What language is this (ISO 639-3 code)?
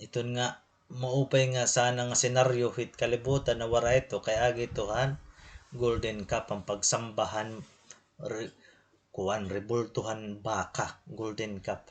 war